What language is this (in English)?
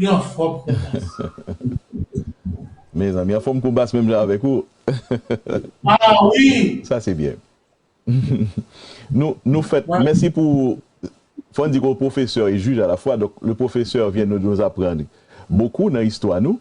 Haitian Creole